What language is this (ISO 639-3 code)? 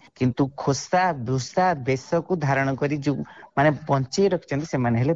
ori